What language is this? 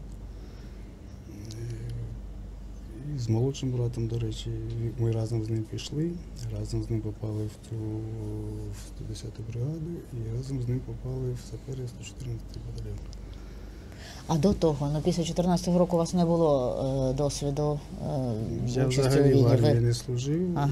Ukrainian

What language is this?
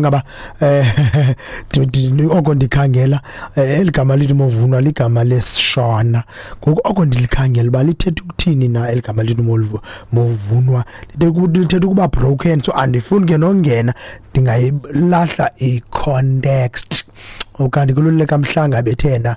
Xhosa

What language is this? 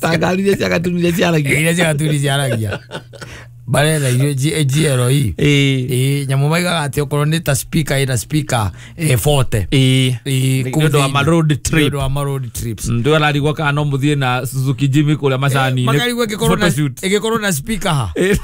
Kikuyu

